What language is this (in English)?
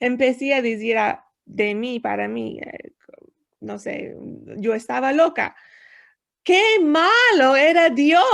Ladino